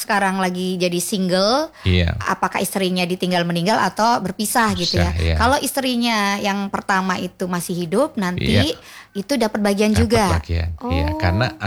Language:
Indonesian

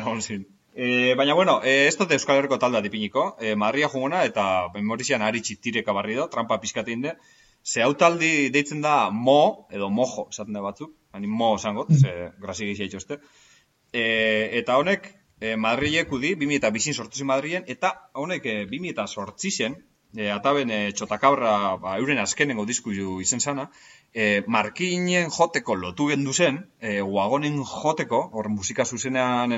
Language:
Basque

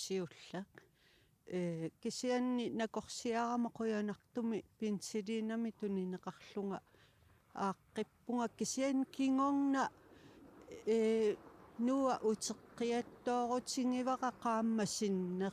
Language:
Kalaallisut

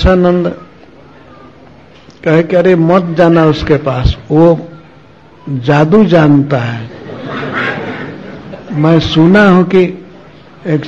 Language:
Hindi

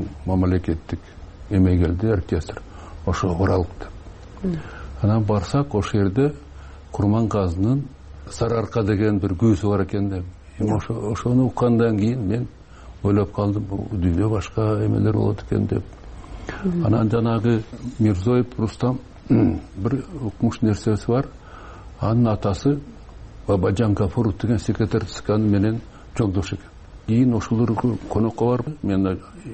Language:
Kyrgyz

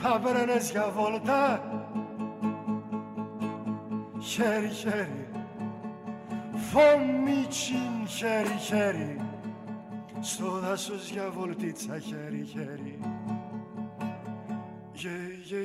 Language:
Greek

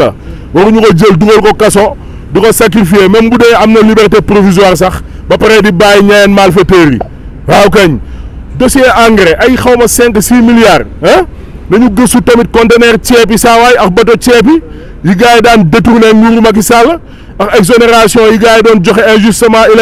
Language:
Wolof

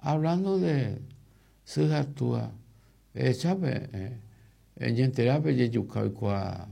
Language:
Guarani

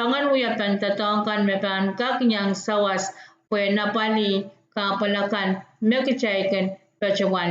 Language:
Pohnpeian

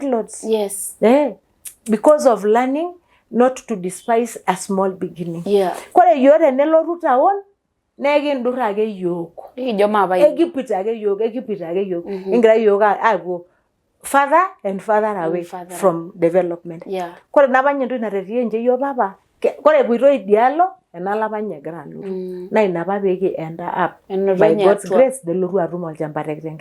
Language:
Masai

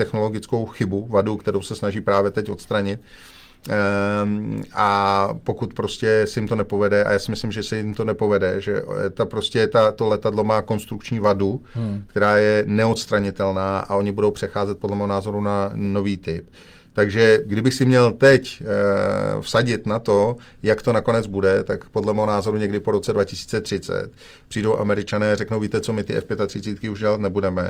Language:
Czech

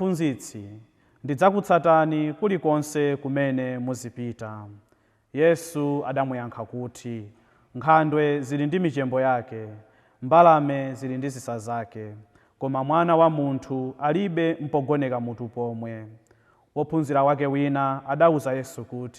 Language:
Nyanja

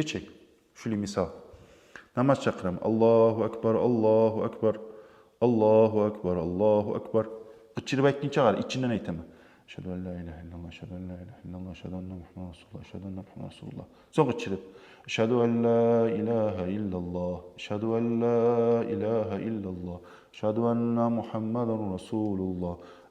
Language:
Kumyk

